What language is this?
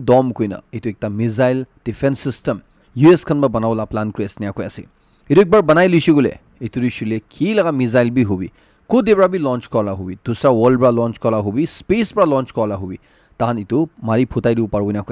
Naga Pidgin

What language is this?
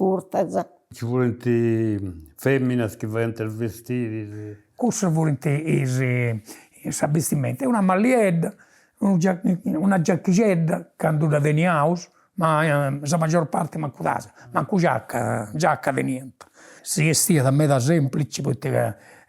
Sardinian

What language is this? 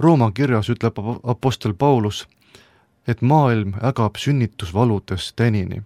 Estonian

